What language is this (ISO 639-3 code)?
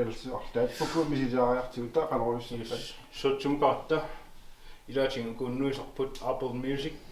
kal